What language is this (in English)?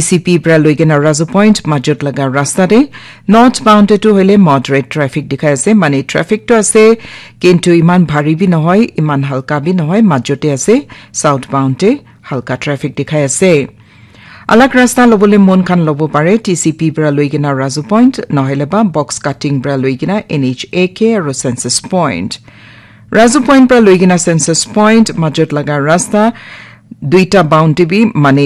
Naga Pidgin